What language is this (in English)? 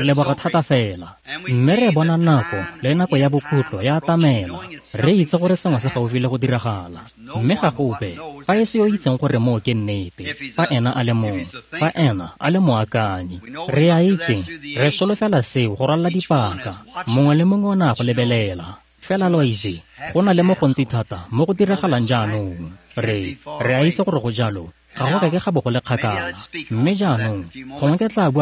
Tswana